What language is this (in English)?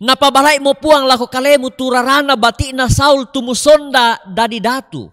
Toraja-Sa'dan